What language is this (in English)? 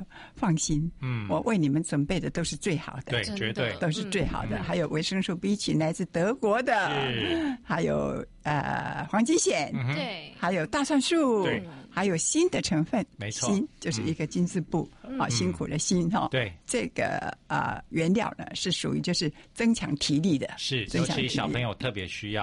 Chinese